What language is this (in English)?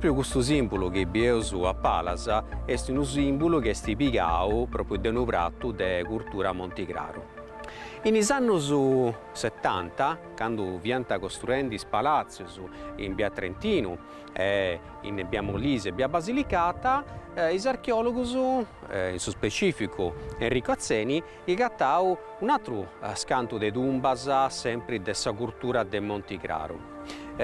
Sardinian